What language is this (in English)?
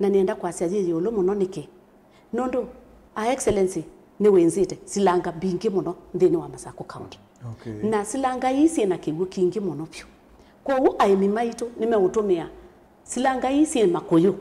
Kamba